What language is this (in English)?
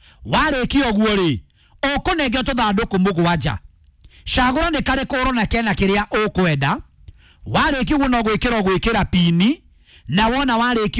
Kikuyu